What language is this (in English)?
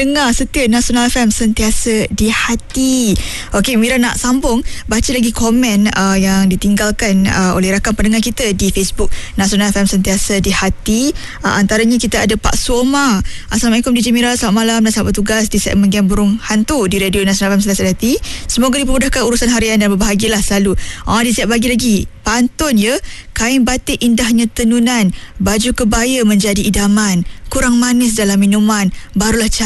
Malay